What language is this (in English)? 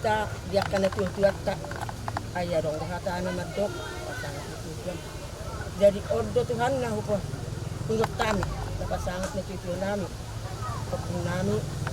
Batak Toba